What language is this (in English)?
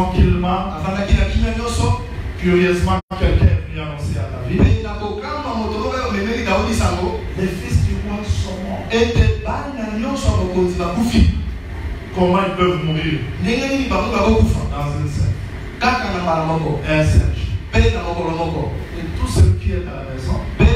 French